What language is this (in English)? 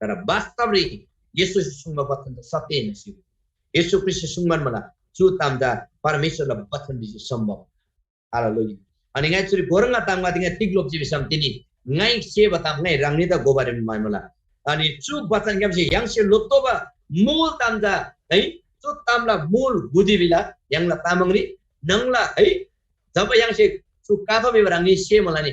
Eastern Tamang